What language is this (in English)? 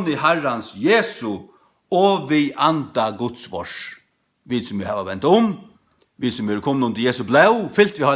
Faroese